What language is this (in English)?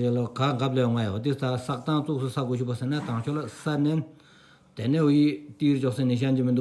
Stod Bhoti